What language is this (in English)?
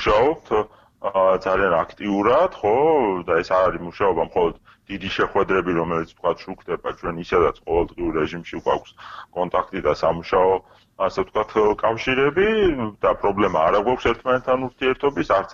Georgian